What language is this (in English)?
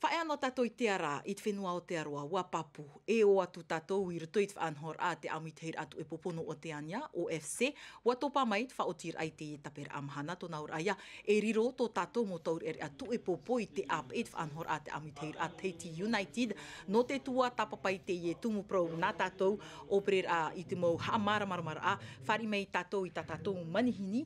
Tahitian